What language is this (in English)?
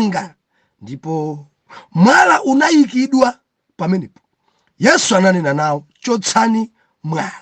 Nyanja